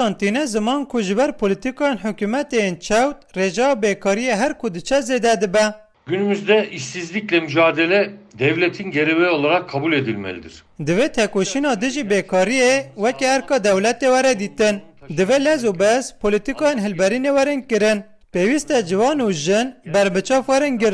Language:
Kurdish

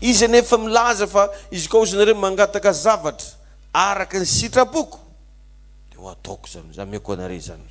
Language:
Malagasy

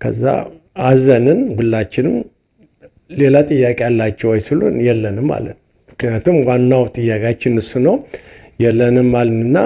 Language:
Amharic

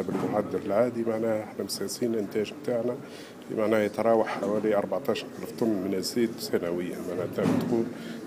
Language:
Tunisian Arabic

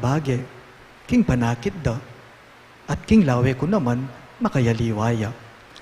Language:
Pampanga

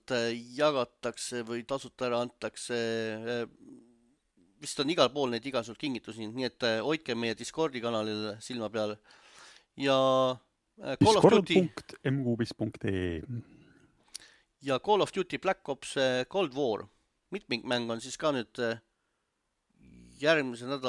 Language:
Estonian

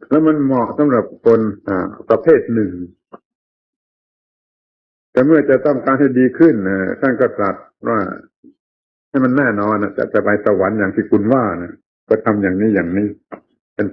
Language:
Thai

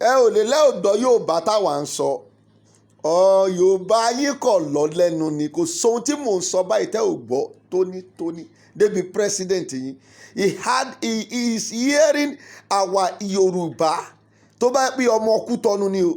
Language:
Yoruba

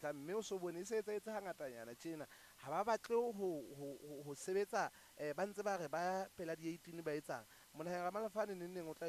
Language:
Southern Sotho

